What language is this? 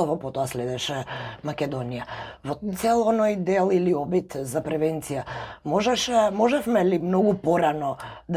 Macedonian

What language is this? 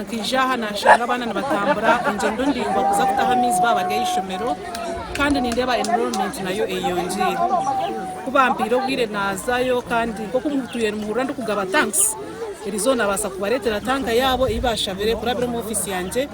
Nyankole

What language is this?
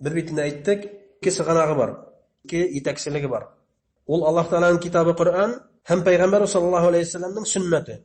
Bashkir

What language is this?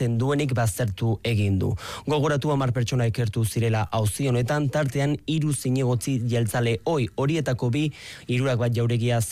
Basque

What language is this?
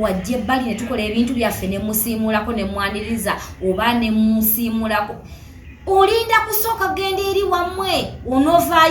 Ganda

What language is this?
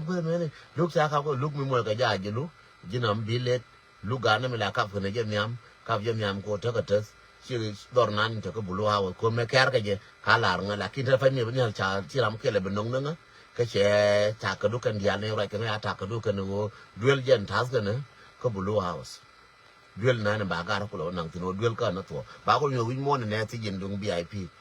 Nuer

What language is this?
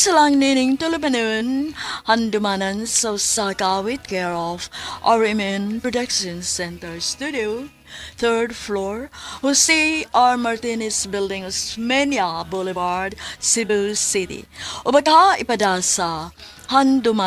Cebuano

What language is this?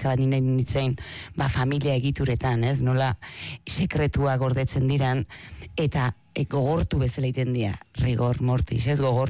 Basque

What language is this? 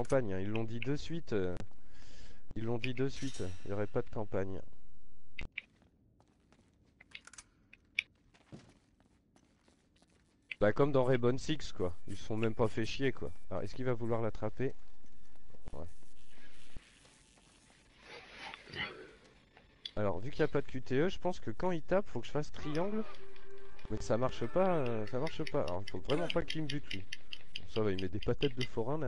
French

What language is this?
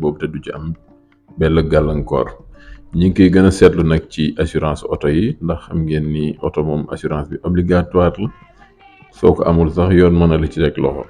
Wolof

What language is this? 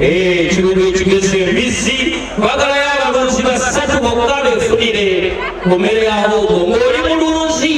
Ganda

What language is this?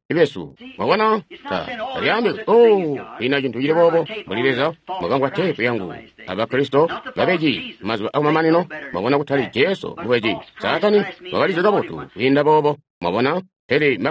Tonga (Zambia)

